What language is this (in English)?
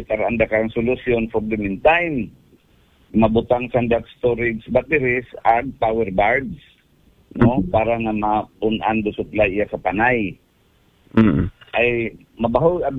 Aklanon